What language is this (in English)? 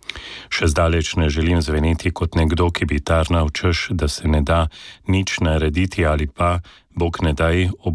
Slovenian